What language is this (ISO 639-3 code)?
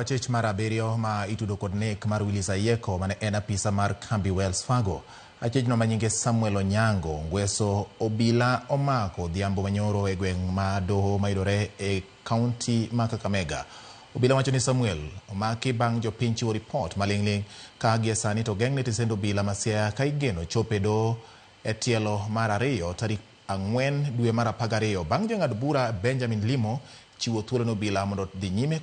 luo